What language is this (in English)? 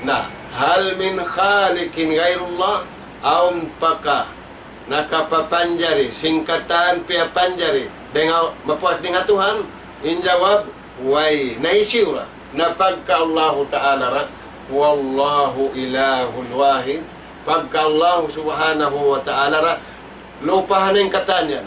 Tausug